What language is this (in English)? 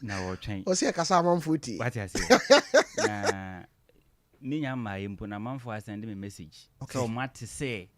Akan